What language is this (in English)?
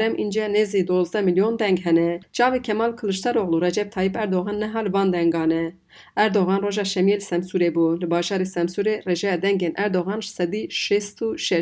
Kurdish